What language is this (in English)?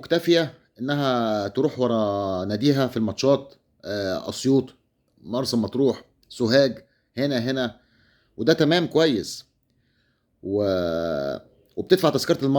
Egyptian Arabic